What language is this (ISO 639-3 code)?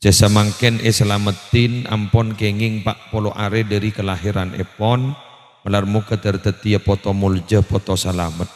mad